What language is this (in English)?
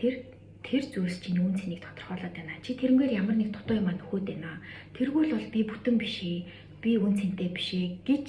Mongolian